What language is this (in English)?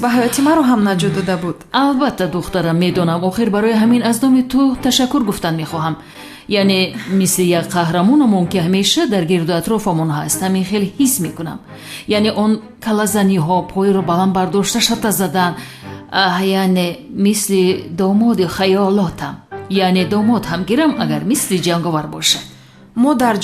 Tajik